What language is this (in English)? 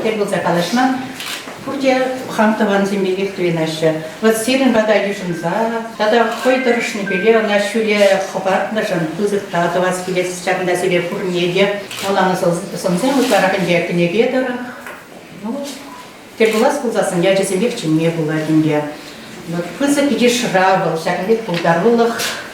Chuvash